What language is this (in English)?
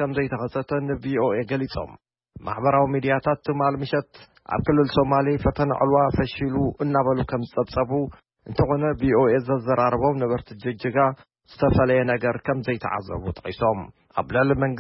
Tigrinya